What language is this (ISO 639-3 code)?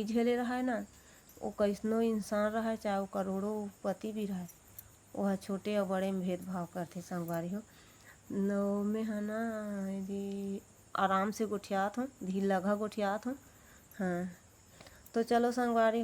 hne